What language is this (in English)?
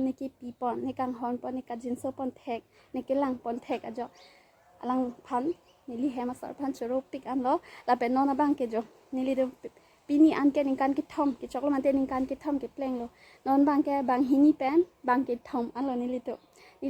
Karbi